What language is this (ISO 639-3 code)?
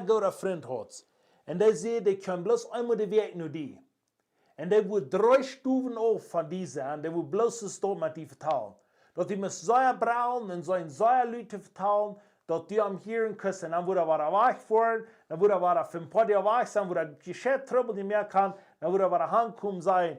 pdt